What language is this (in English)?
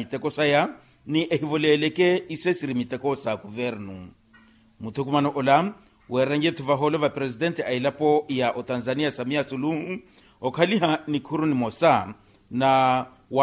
Makhuwa